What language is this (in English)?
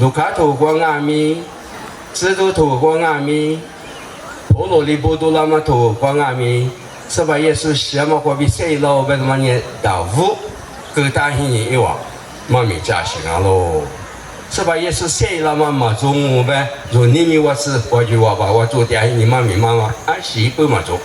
Lisu